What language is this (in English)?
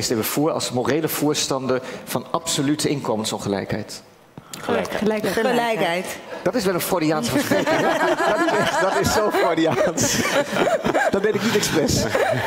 Dutch